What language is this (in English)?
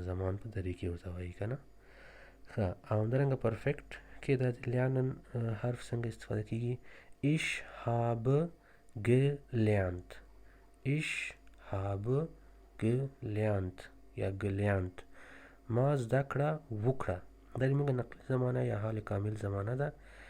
Pashto